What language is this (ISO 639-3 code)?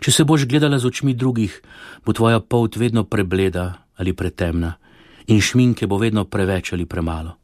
slv